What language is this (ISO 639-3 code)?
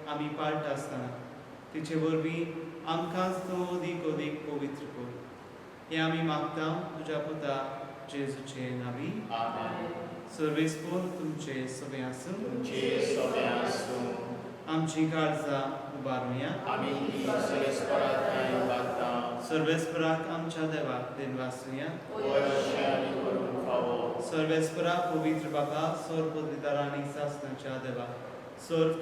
kok